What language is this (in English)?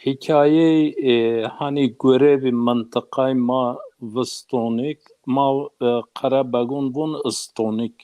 Zaza